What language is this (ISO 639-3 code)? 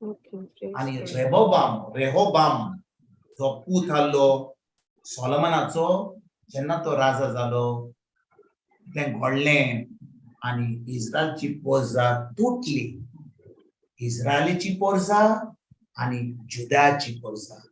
kok